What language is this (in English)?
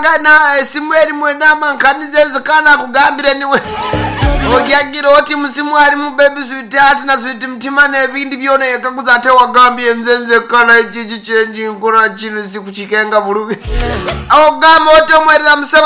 Nyankole